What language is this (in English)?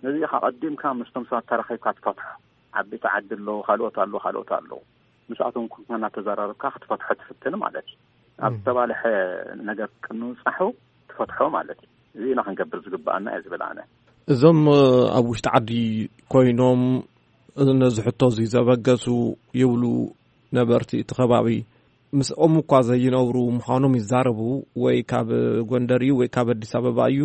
Tigrinya